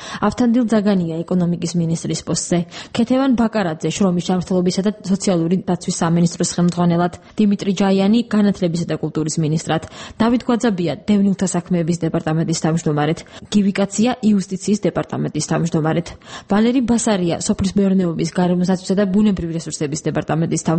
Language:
Georgian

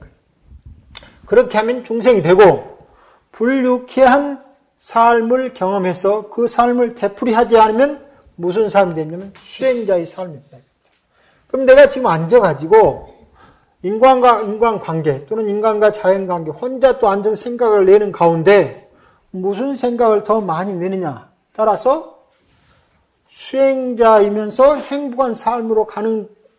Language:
Korean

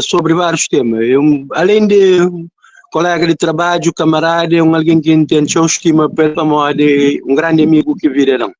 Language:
Kabuverdianu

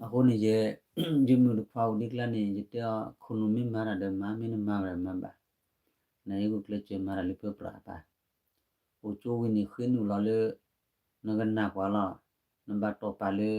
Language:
S'gaw Karen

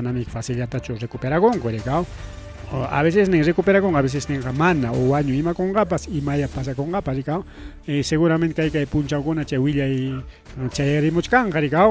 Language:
Ayacucho Quechua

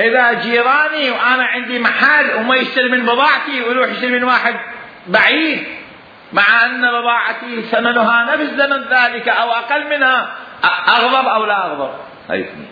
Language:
Mesopotamian Arabic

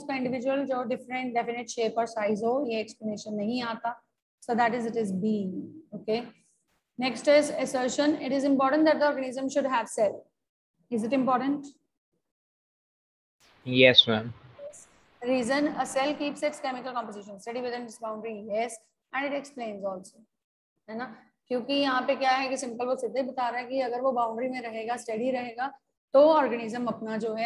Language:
Hindi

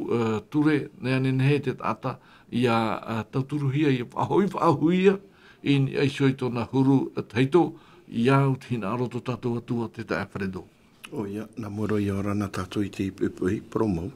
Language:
Tahitian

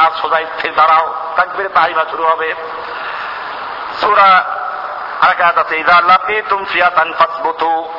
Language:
Bangla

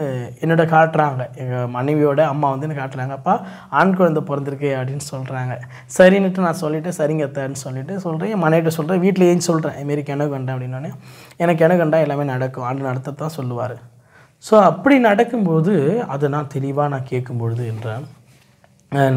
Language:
Tamil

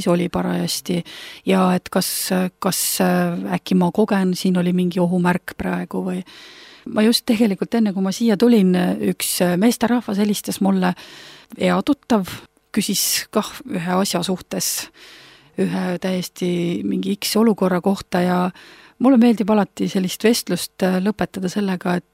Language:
Estonian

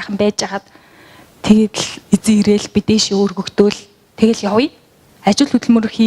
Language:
Mongolian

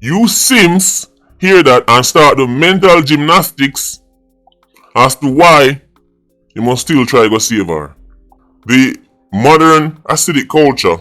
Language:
Jamaican Creole English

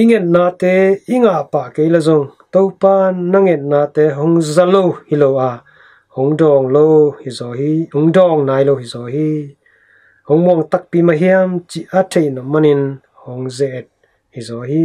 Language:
Tedim Chin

